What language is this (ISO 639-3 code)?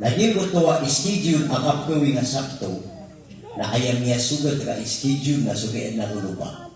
mrw